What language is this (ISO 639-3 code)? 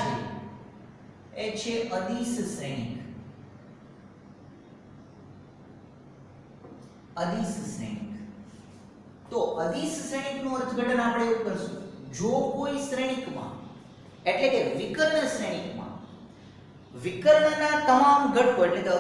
guj